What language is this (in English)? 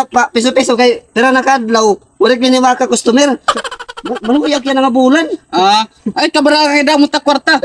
Waray